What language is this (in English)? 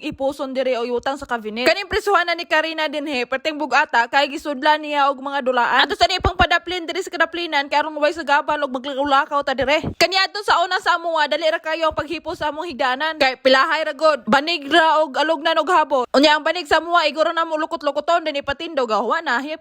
Cebuano